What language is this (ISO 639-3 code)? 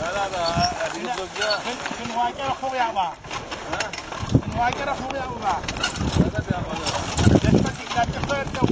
ady